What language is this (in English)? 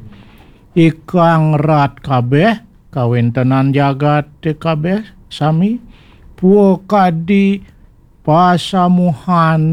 Balinese